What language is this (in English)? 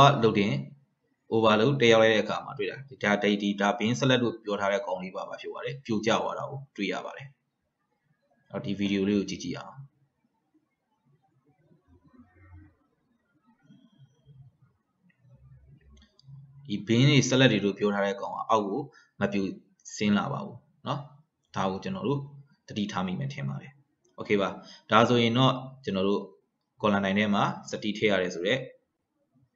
Burmese